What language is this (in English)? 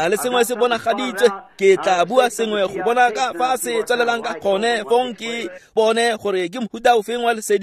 Tswana